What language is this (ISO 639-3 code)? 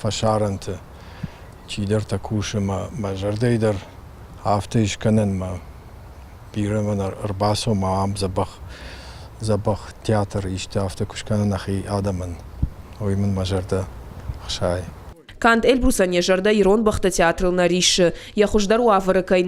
oss